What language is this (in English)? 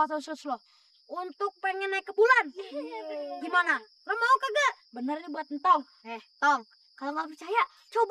Betawi